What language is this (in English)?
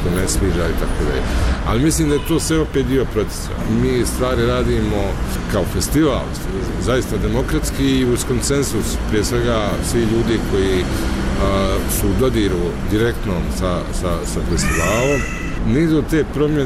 Bosnian